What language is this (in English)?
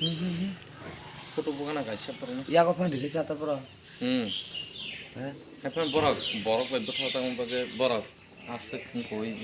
Kok Borok